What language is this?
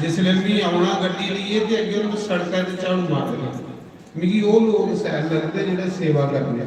Dogri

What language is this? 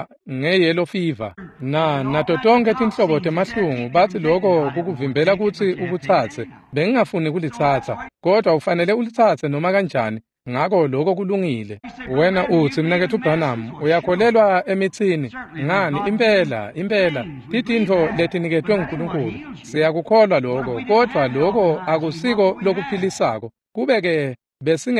Swati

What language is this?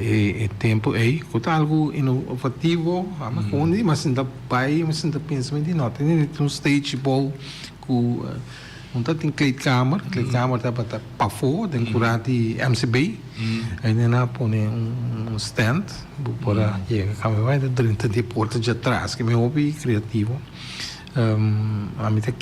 Papiamento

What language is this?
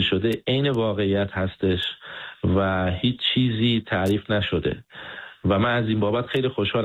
Persian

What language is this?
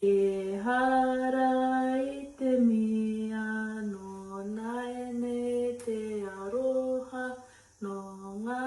Māori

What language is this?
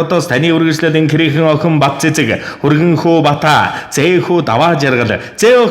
Mongolian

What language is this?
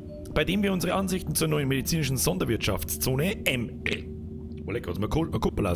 Bavarian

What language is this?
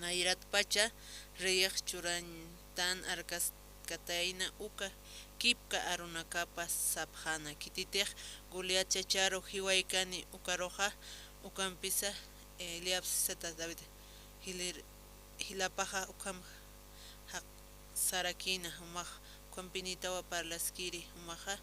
Aymara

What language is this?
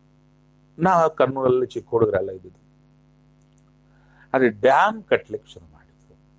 Kannada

